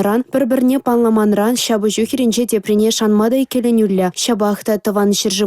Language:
Chuvash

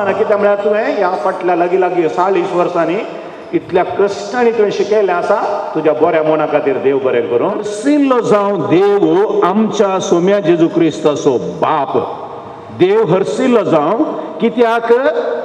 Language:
Konkani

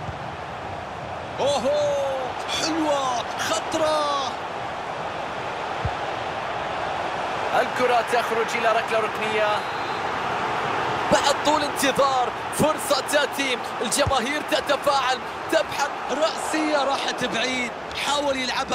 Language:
Arabic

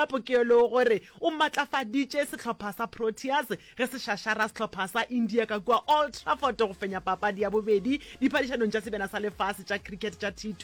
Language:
Northern Sotho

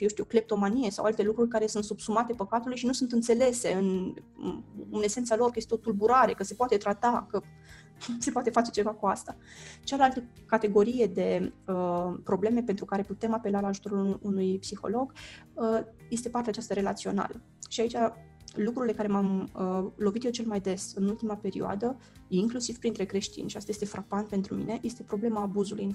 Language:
Romanian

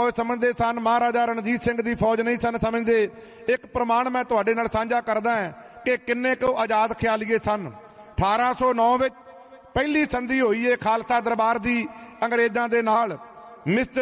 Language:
Punjabi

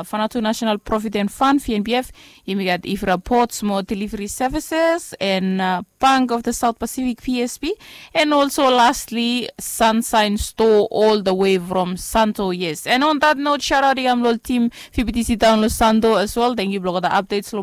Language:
Bislama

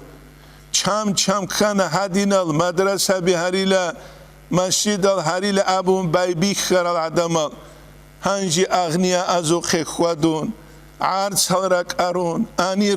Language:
Avaric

